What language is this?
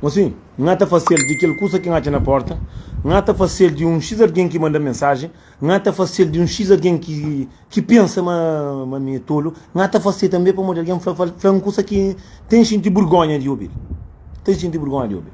Kabuverdianu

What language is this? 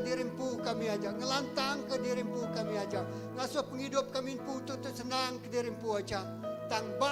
Iban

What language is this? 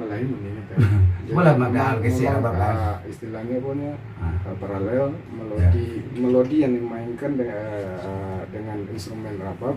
Minangkabau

